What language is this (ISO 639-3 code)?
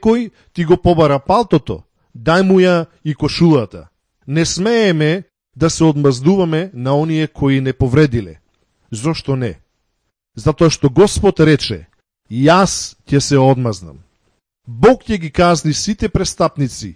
mkd